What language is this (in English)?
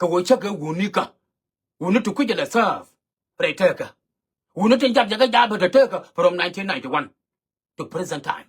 Nuer